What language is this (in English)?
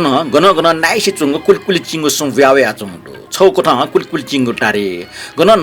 Newari